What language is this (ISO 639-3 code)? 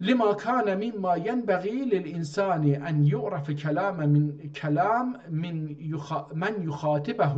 azb